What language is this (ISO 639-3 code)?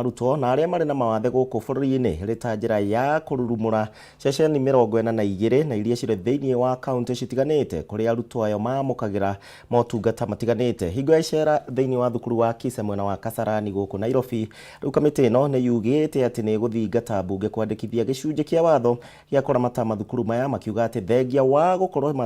kik